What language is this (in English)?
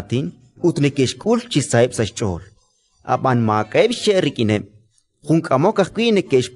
Kekchí